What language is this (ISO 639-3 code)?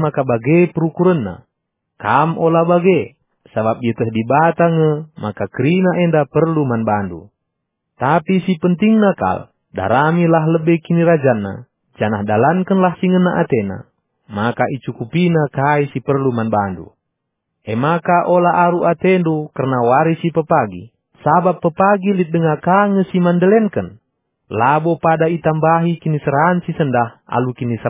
btx